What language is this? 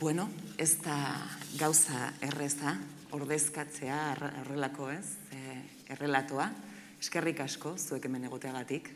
Basque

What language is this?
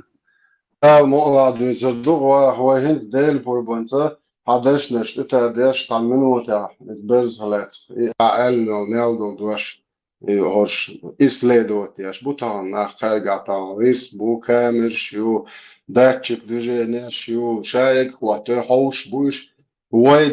Chechen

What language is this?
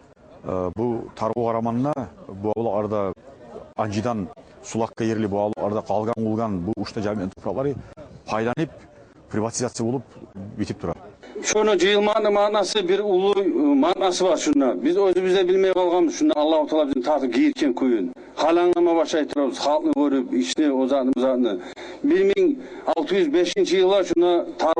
Kumyk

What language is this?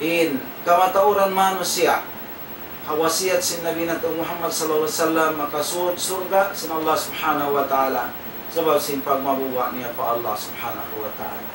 Tausug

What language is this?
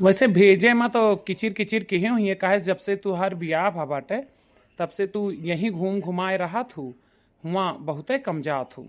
Awadhi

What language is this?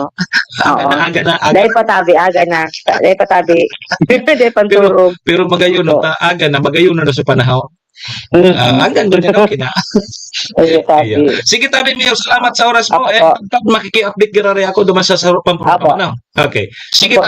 Bikol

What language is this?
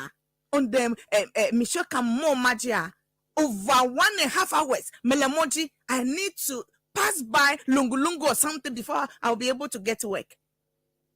Ewe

